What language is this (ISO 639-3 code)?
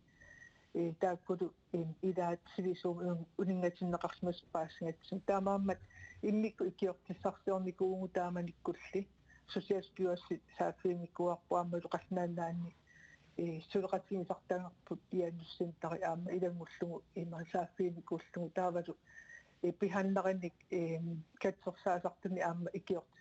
kal